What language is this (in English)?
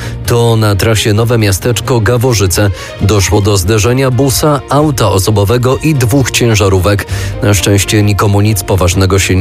Polish